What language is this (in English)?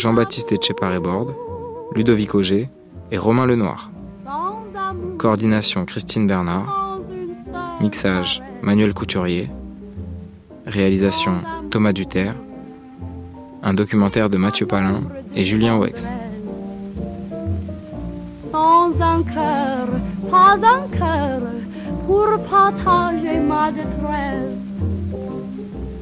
French